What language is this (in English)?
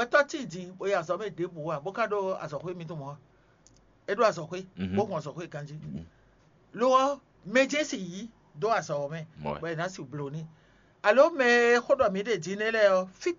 Fon